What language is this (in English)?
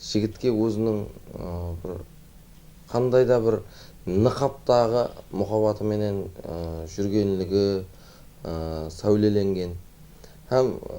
Kara-Kalpak